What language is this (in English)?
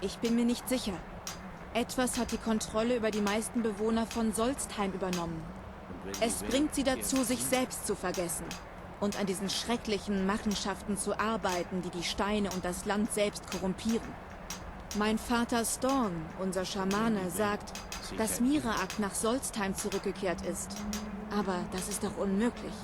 Bavarian